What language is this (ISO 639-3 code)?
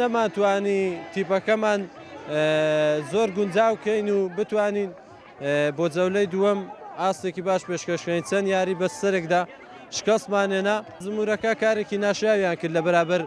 ckb